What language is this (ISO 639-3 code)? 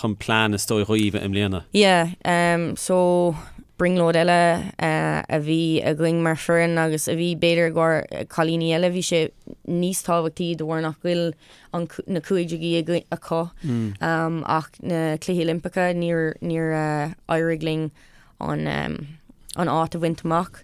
gle